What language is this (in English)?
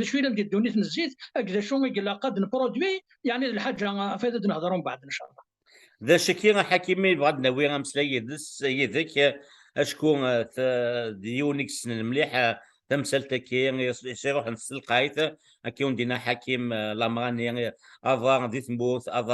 Kabyle